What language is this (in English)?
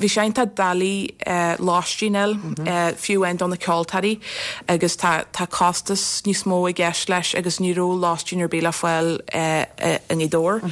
Irish